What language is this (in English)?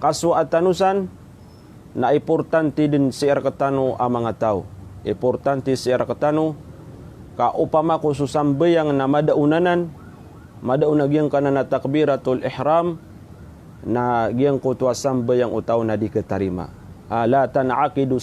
Maranao